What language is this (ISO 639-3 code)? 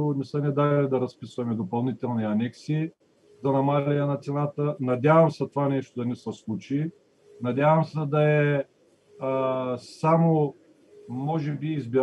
bul